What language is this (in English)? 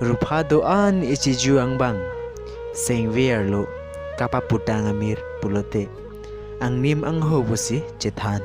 Karbi